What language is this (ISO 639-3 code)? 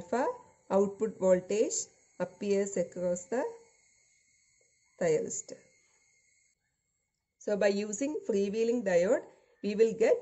eng